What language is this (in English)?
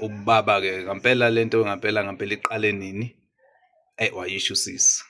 Zulu